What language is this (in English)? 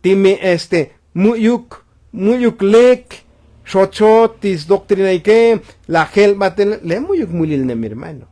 Tzotzil